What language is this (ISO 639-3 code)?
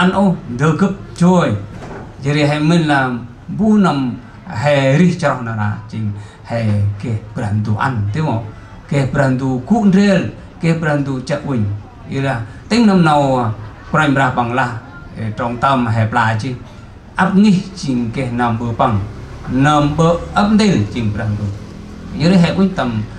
cmo